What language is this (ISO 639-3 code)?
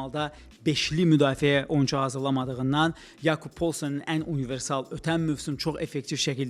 aze